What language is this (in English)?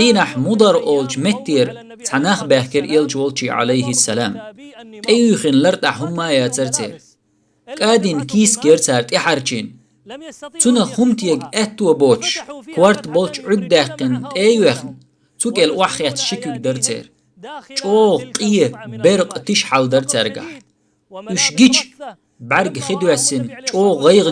Chechen